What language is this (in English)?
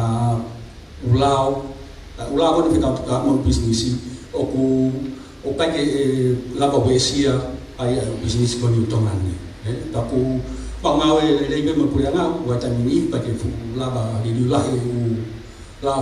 Tongan